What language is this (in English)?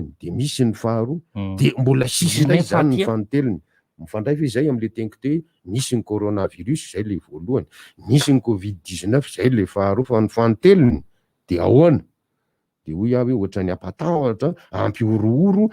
Malagasy